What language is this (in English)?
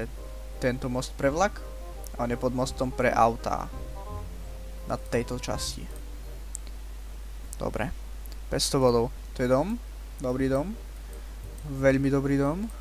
Slovak